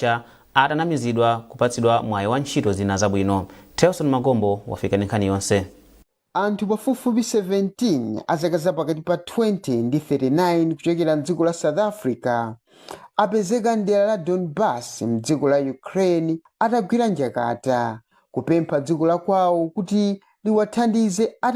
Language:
Nyanja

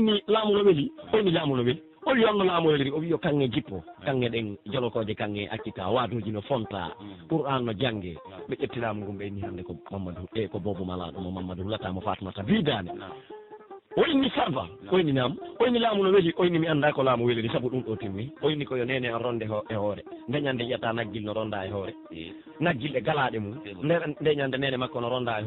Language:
Pular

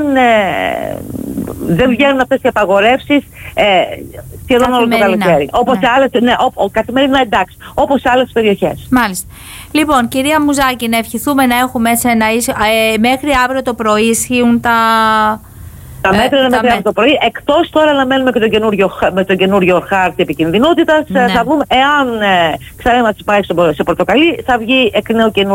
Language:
Greek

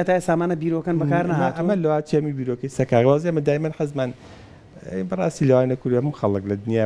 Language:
Central Kurdish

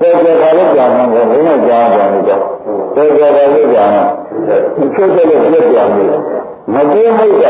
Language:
Burmese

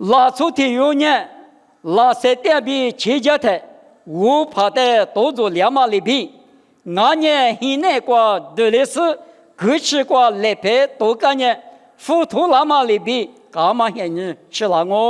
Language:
Lisu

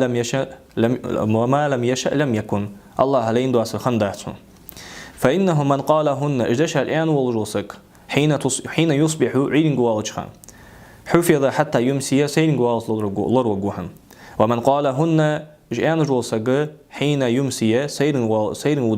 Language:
Ingush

